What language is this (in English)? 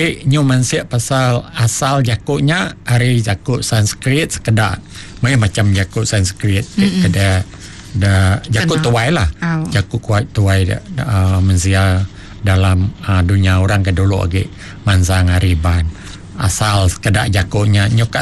Iban